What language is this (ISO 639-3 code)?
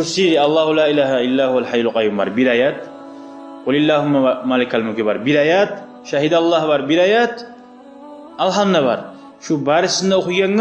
kum